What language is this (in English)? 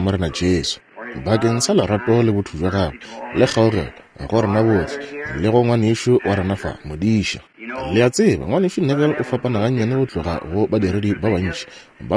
Northern Sotho